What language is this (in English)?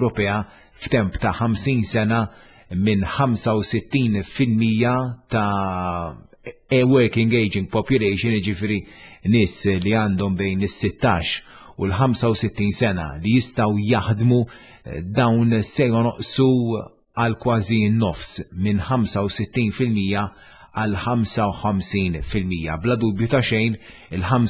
Maltese